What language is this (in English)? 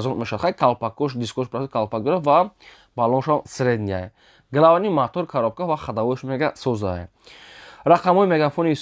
Tajik